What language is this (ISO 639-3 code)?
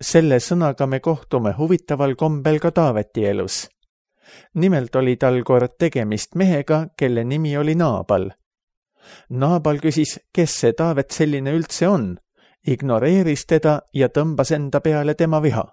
est